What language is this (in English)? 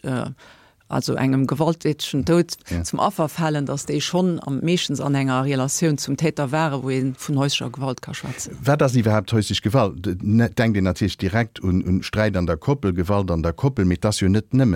Luxembourgish